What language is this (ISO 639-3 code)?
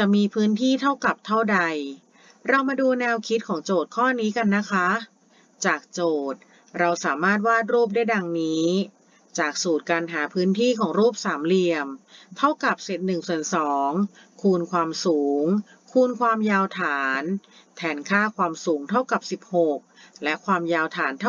tha